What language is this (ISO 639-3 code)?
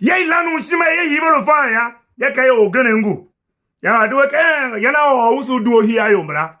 tiv